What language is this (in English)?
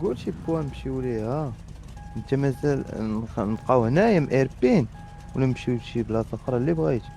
Moroccan Arabic